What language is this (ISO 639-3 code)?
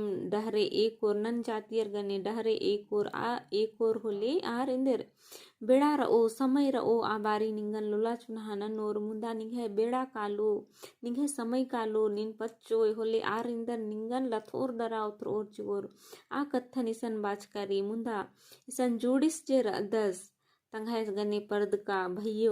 kru